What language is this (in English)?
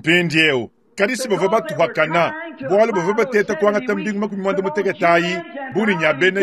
Luba-Lulua